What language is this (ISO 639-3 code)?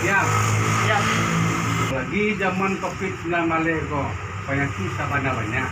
min